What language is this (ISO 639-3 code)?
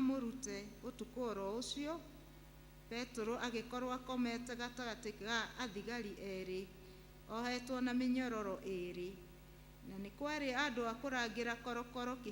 kik